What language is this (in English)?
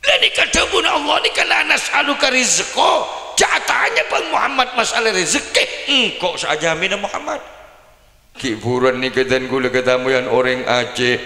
Madurese